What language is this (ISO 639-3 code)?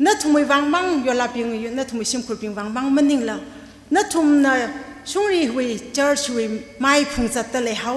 nmf